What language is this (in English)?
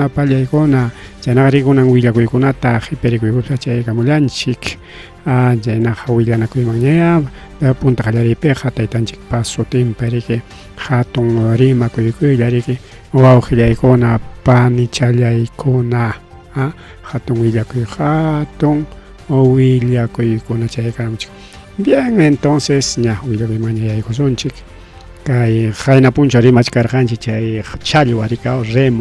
Ayacucho Quechua